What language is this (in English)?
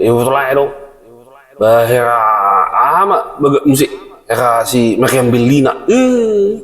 Batak Toba